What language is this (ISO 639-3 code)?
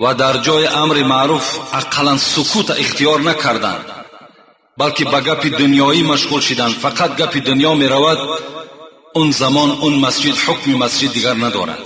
tgk